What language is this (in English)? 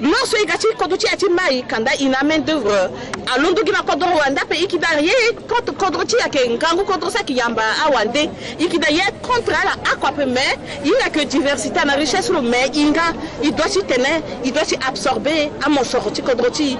Sango